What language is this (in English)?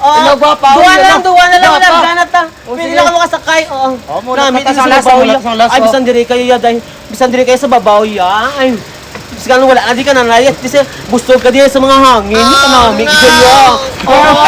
Hiligaynon